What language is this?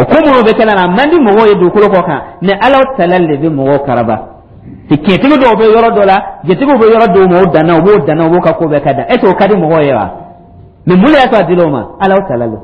Dyula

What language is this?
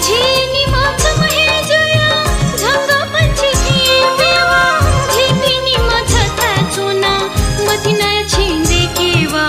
Newari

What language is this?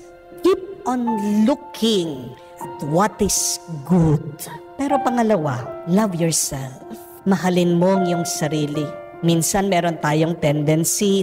Filipino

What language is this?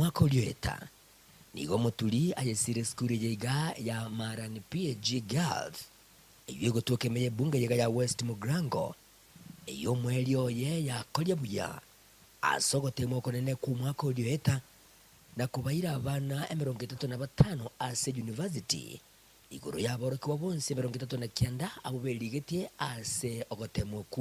Gusii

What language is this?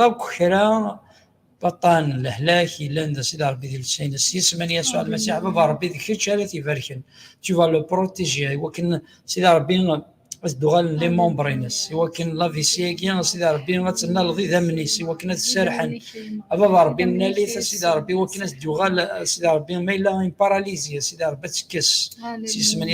Kabyle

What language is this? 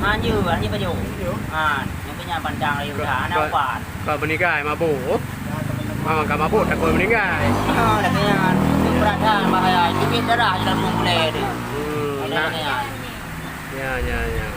Achinese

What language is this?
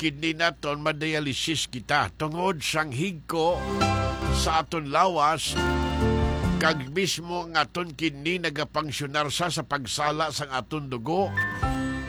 Hiligaynon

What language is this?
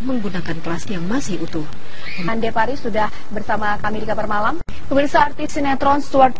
Indonesian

